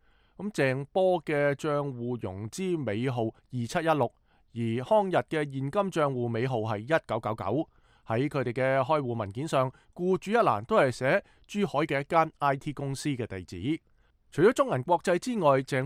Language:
Cantonese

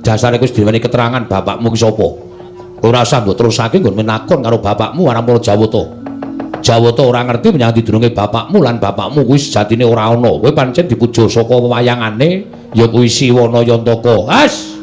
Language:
Javanese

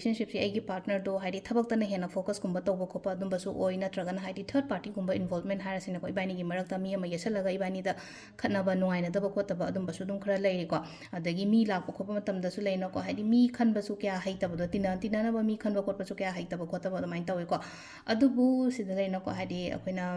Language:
Manipuri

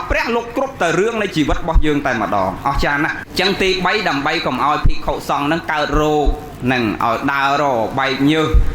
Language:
Khmer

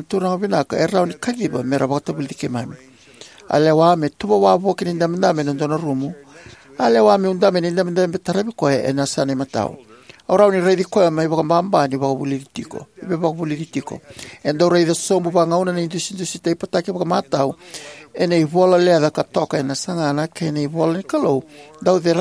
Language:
Fijian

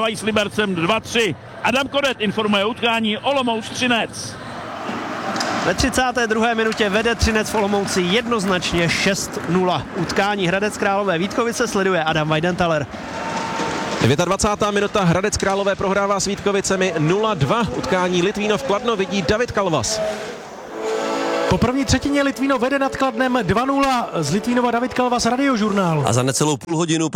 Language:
Czech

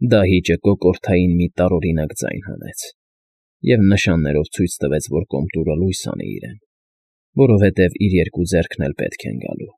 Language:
Armenian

